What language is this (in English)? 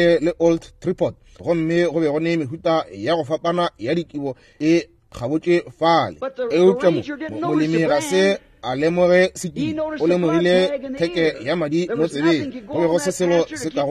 Northern Sotho